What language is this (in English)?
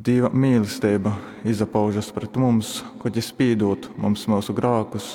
Latgalian